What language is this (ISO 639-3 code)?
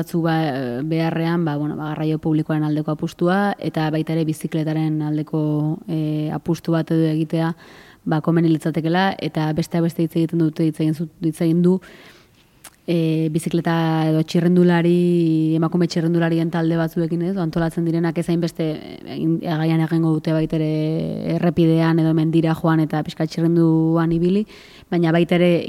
eus